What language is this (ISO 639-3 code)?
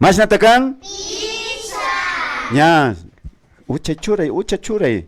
qvi